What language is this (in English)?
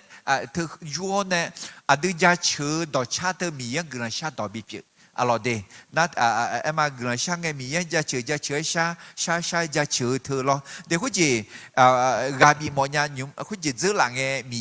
Akha